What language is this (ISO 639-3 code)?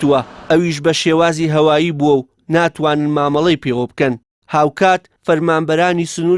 ckb